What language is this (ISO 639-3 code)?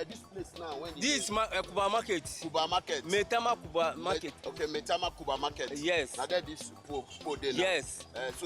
pcm